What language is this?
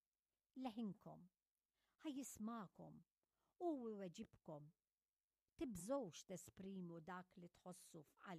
Maltese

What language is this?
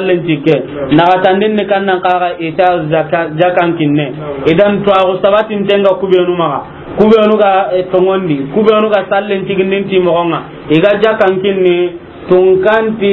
Soninke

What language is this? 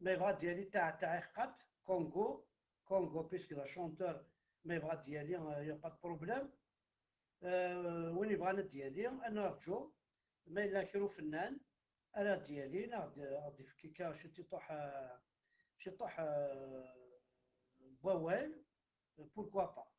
Kabyle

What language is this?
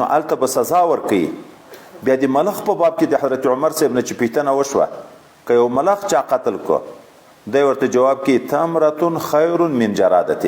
Pashto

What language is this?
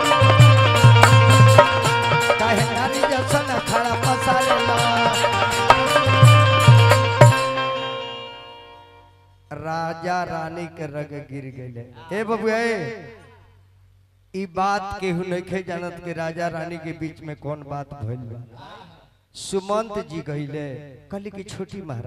Bhojpuri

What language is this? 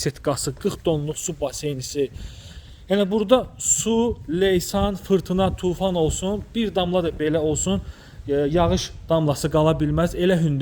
Azerbaijani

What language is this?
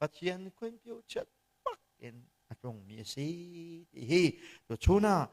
Hakha Chin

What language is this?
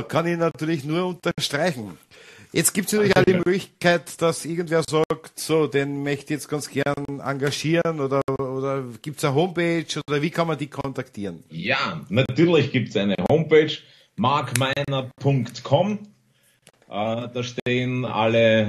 German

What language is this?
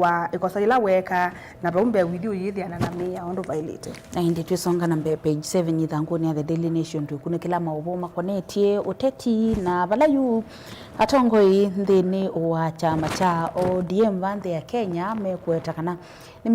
Kamba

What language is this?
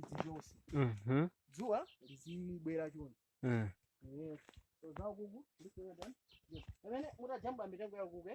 Nyanja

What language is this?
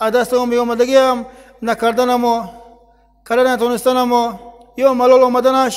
Tajik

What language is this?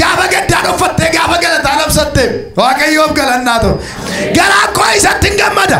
Oromo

